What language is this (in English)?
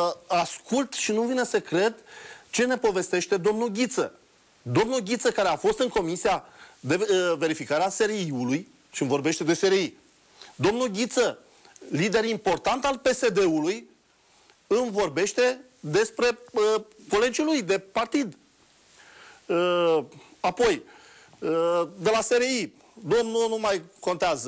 Romanian